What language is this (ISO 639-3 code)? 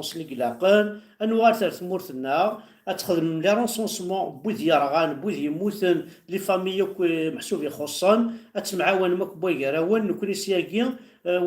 kab